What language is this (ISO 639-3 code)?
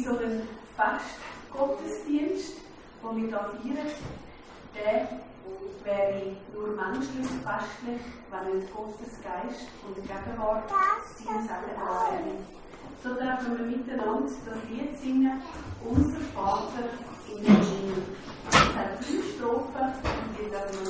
gsw